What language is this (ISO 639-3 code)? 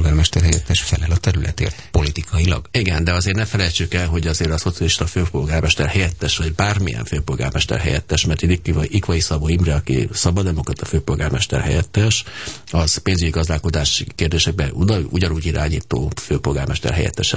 hun